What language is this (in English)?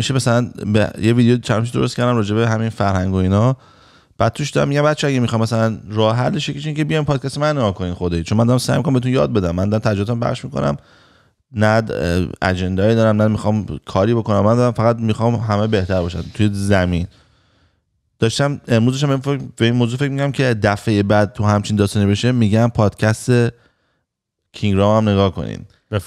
Persian